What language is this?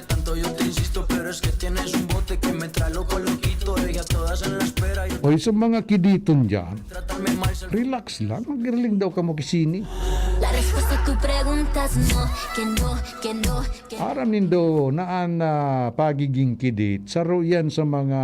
Bikol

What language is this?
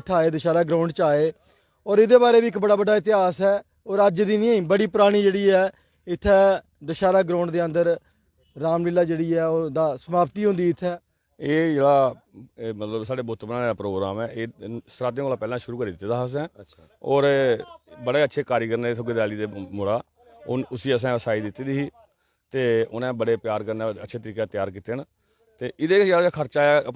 Dogri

